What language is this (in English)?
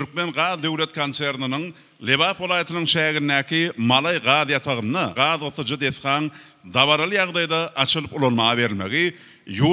Turkmen